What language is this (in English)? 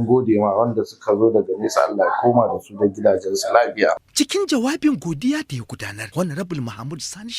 Hausa